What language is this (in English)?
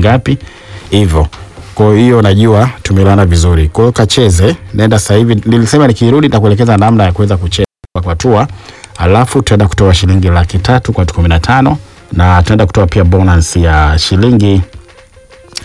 Swahili